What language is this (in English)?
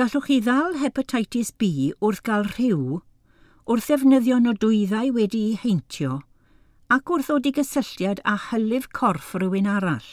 Welsh